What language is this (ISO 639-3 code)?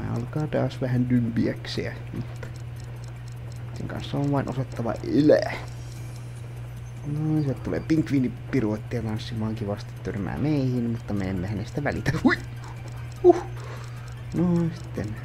fin